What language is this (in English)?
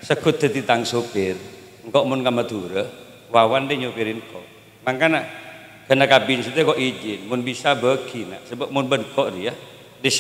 Madurese